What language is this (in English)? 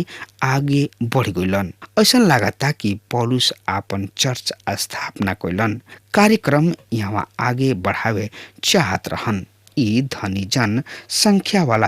Bhojpuri